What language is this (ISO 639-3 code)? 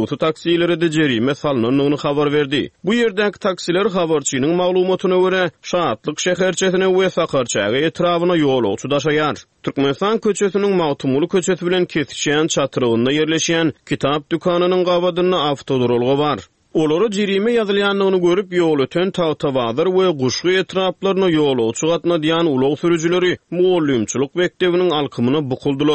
tuk